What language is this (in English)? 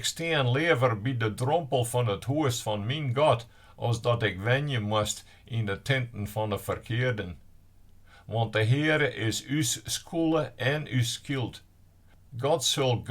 Western Frisian